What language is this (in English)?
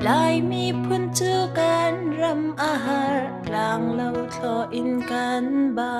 Hakha Chin